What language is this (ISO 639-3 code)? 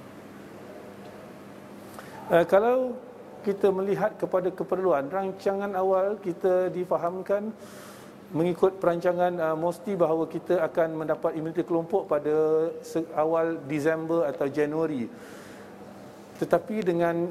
msa